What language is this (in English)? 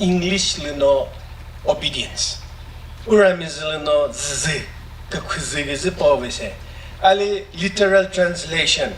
Chokri Naga